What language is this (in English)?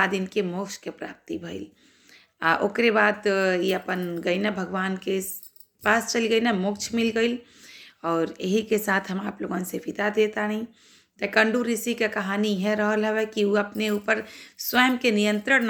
Bhojpuri